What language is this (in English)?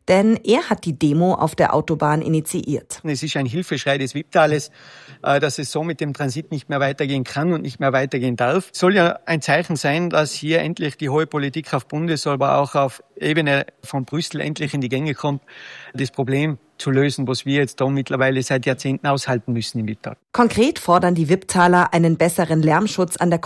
German